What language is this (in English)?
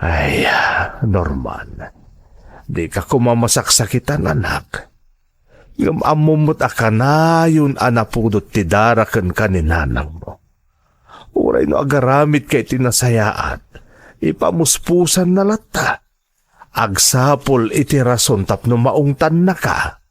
Iloko